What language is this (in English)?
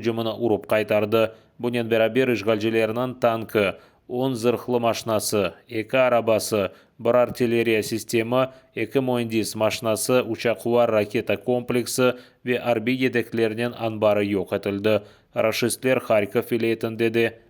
Crimean Tatar